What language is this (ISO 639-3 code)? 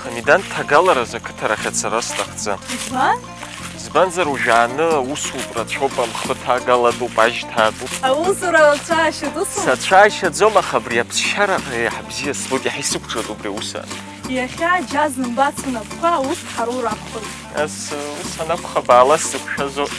abk